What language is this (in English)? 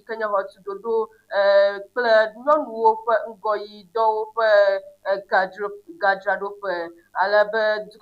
Ewe